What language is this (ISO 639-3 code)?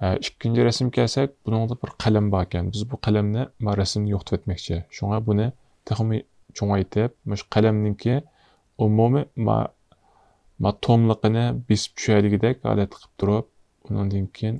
uig